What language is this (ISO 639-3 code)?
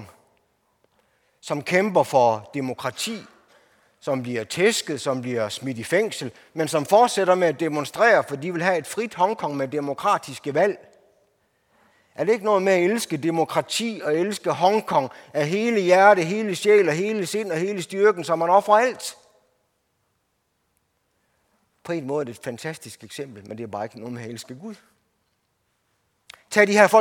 dan